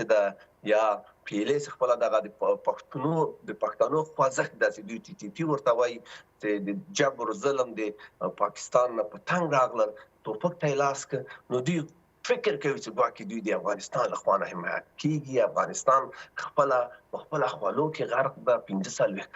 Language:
Pashto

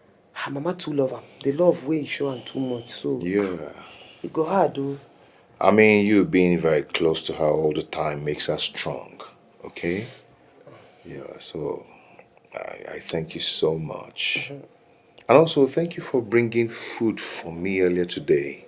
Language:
Nigerian Pidgin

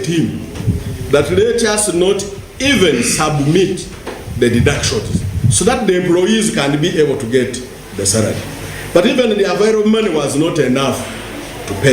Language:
Nyankole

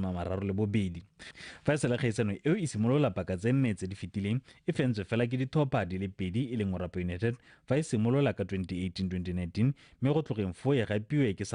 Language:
Tswana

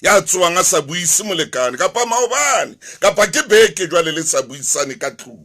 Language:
Southern Sotho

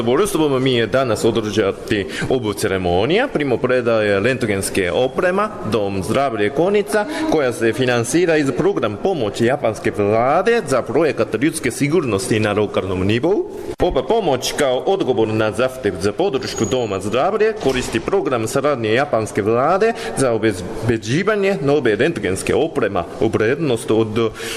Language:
Bosnian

